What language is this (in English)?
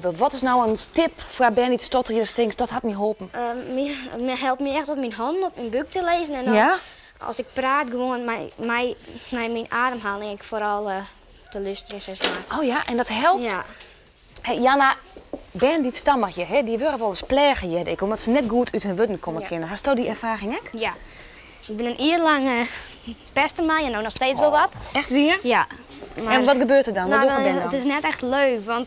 Western Frisian